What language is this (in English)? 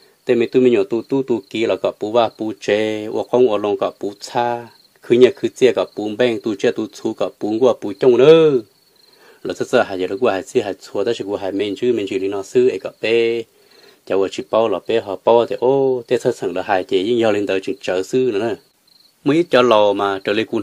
Hmong